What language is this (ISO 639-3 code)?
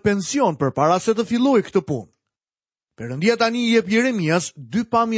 sqi